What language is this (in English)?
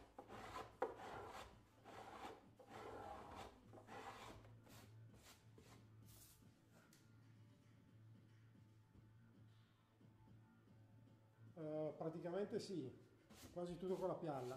Italian